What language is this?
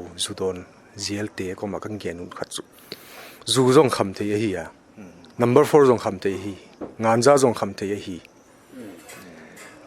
Paite Chin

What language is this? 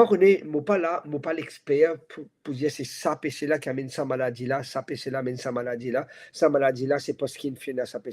Morisyen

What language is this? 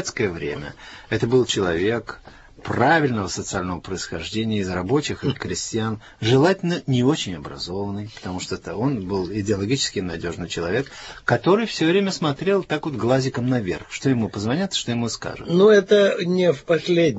Russian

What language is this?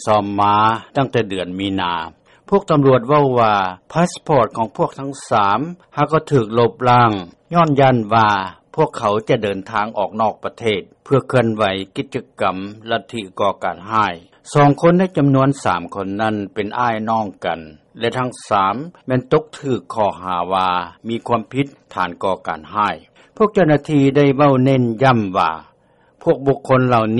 Lao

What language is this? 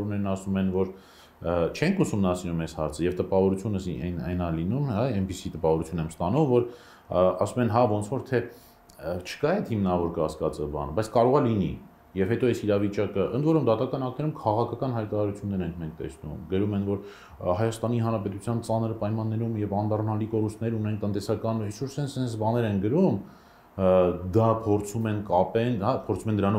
Armenian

